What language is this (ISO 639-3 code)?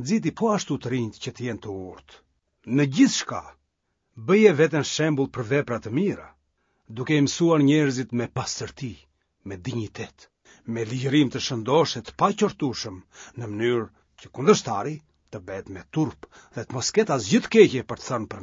sqi